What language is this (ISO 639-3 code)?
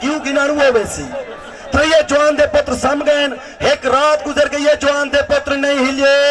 skr